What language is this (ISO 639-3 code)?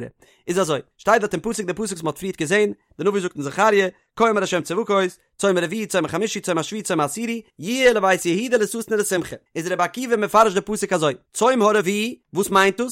yid